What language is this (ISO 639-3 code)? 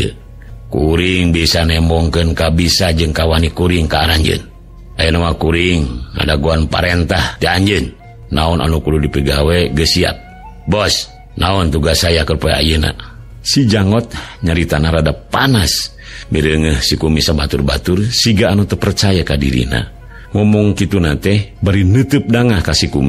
sun